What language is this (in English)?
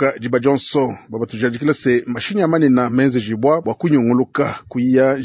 Luba-Lulua